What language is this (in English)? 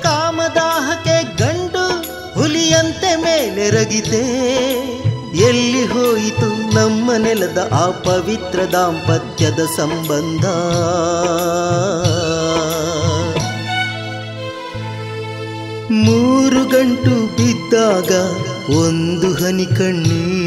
Kannada